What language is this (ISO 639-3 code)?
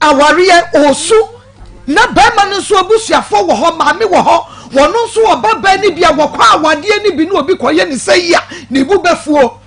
aka